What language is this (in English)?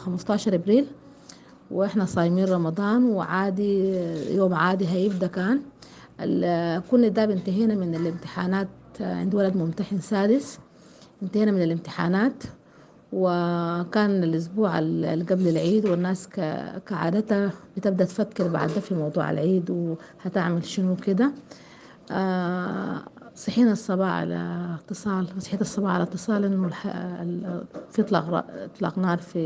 Sudanese Arabic